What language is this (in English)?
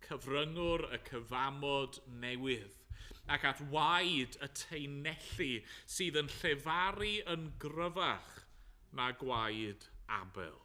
Welsh